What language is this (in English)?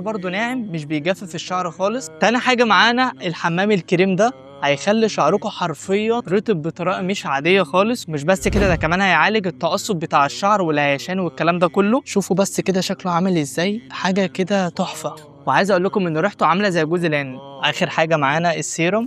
Egyptian Arabic